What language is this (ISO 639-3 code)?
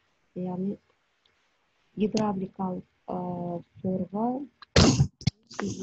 kaz